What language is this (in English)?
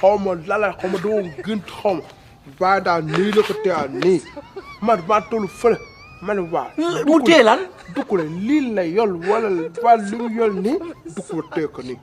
Wolof